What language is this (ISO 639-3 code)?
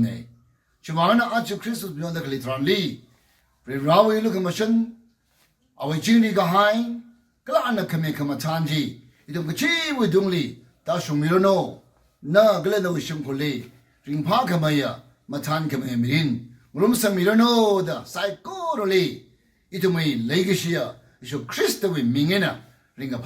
nmf